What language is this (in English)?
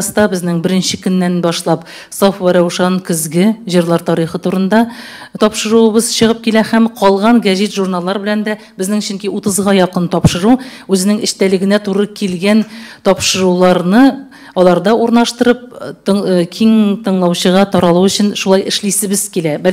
Tatar